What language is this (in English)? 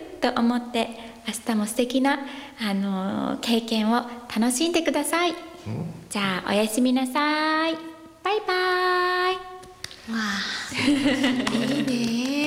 Japanese